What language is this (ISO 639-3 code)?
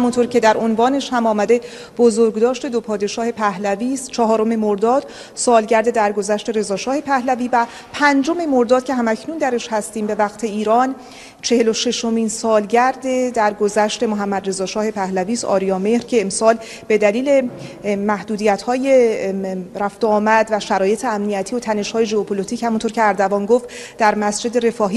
fas